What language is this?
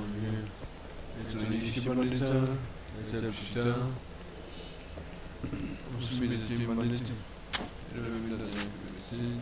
Czech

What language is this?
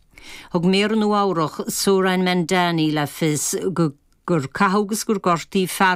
Irish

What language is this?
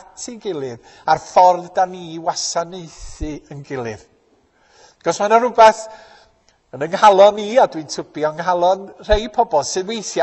Welsh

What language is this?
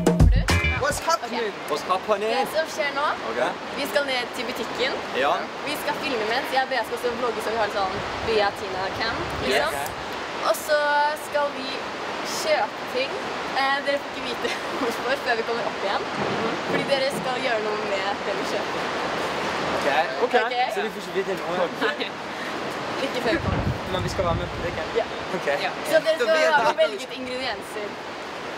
Norwegian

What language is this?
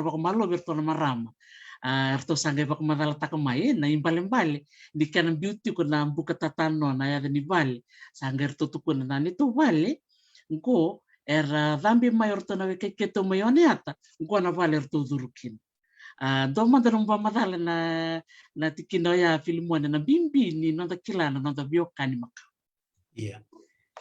Fijian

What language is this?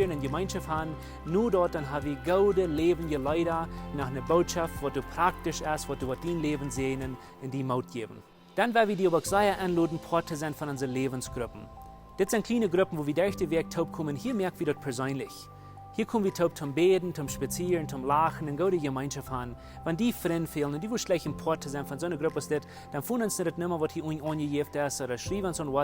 Plautdietsch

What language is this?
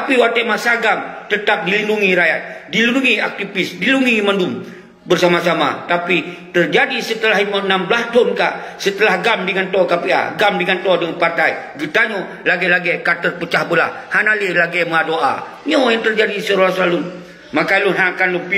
Achinese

